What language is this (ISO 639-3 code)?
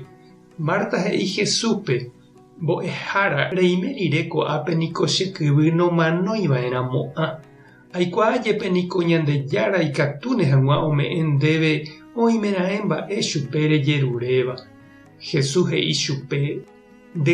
grn